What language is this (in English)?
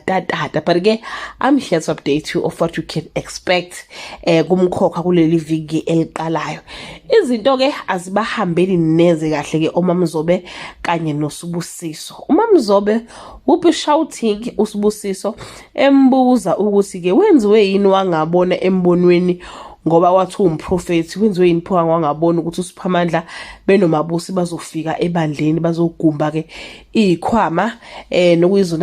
Zulu